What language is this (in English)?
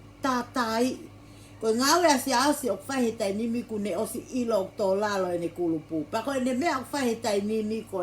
Tongan